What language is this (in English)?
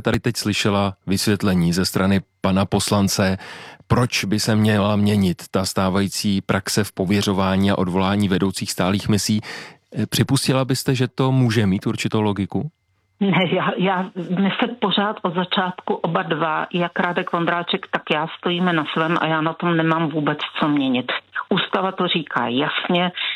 Czech